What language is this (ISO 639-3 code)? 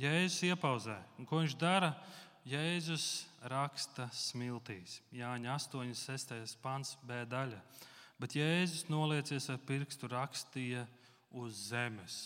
lav